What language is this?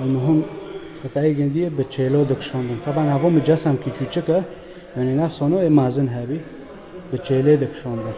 Kurdish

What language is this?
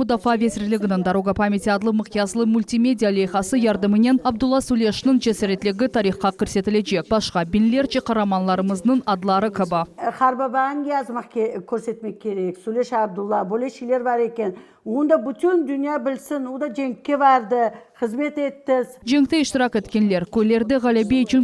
Crimean Tatar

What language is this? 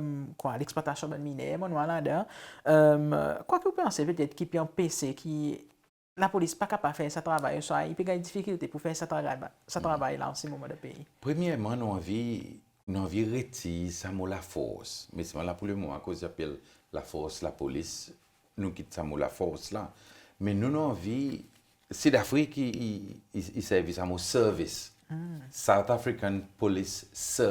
Seselwa Creole French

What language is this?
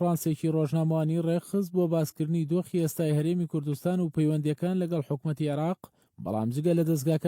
Central Kurdish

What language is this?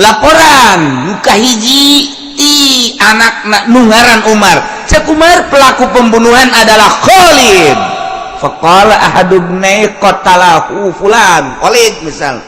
Sundanese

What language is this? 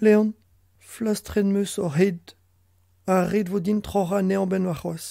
Breton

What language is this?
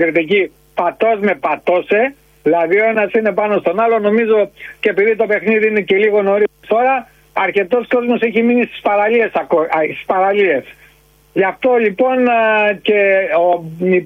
Greek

